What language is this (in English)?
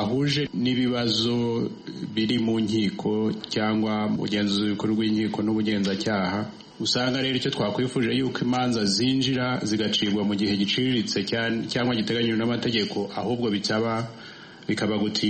Kinyarwanda